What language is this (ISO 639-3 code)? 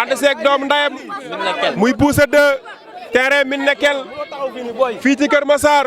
wol